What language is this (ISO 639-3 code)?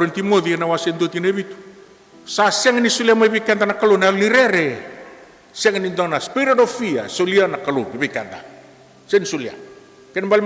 fij